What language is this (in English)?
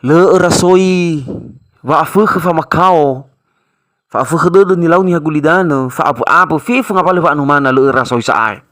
Nias